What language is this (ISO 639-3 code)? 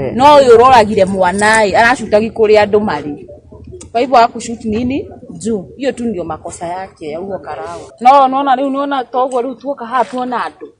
kik